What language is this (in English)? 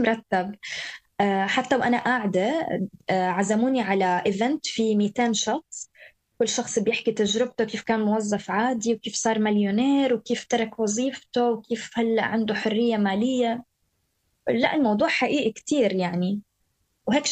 North Levantine Arabic